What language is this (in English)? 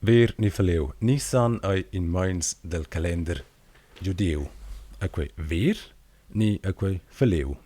Romansh